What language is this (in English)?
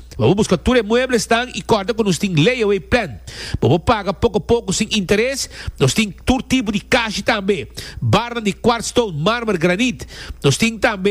Papiamento